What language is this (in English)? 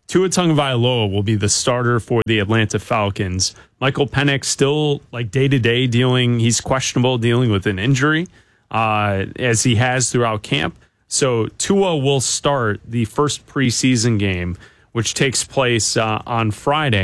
English